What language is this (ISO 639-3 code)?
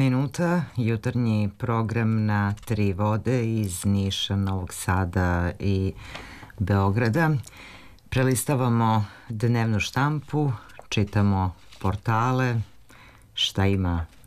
srp